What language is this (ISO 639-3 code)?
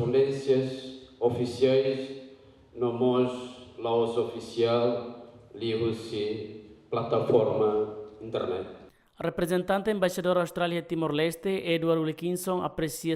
tet